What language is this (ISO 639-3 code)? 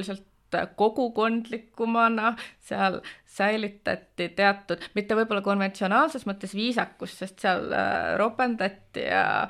est